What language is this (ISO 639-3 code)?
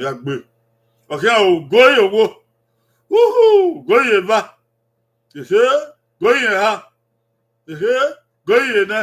bin